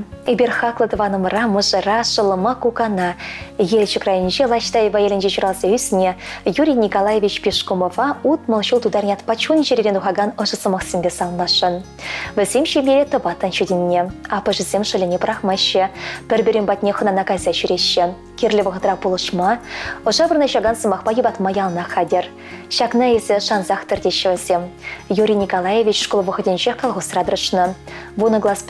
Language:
Chuvash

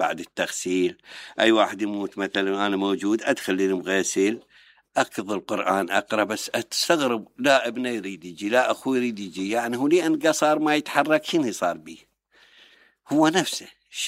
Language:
Mesopotamian Arabic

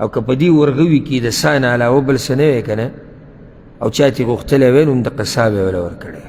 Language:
Pashto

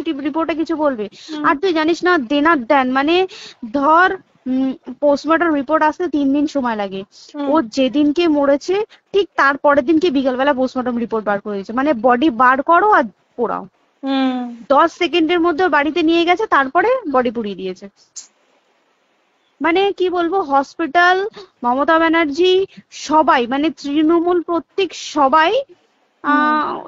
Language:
Bangla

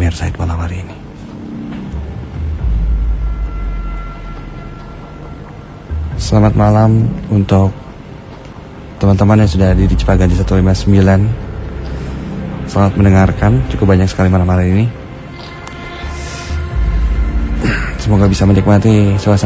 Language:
Indonesian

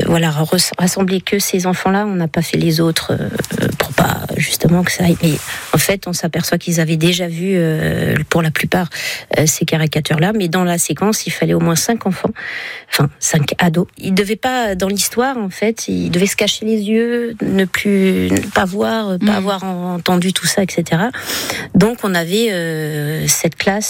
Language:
French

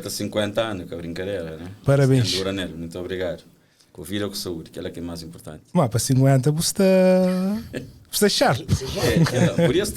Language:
Kabuverdianu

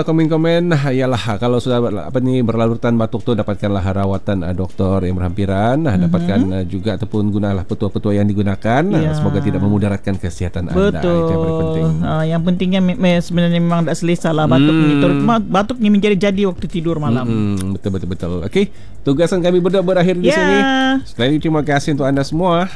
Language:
Malay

